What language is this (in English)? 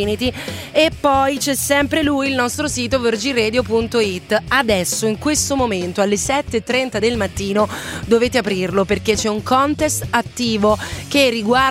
Italian